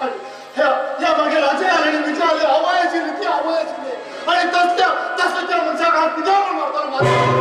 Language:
Konkani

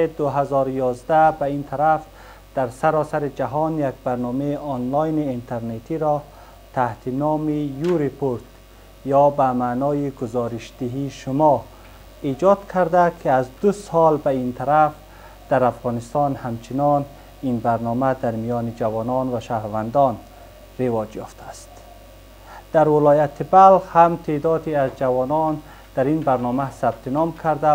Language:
Persian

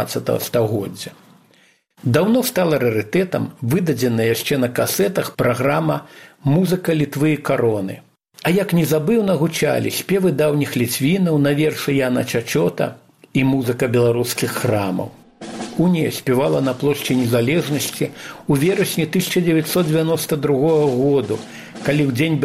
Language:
Belarusian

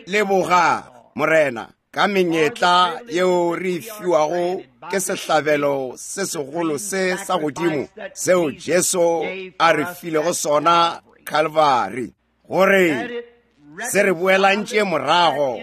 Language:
Northern Sotho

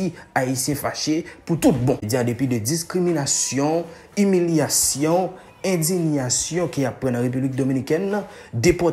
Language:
Haitian Creole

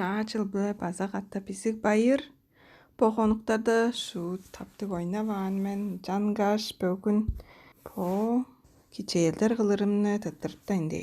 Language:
Tuvinian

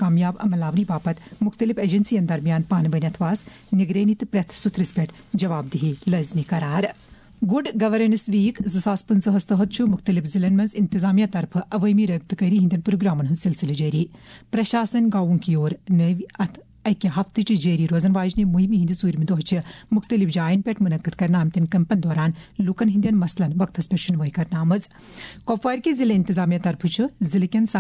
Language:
Kashmiri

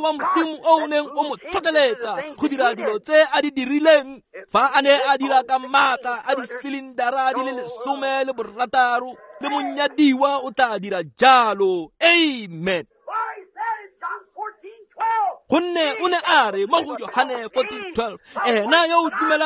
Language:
Tswana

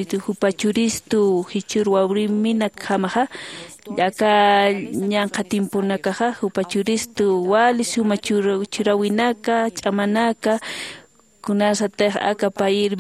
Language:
Aymara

